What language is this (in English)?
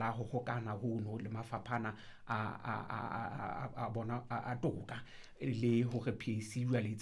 Southern Sotho